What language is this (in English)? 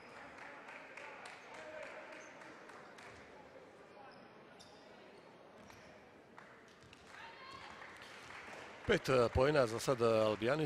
Croatian